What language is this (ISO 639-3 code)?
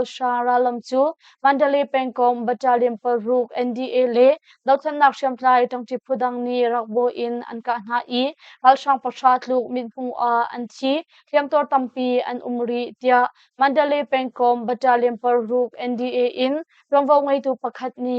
cnh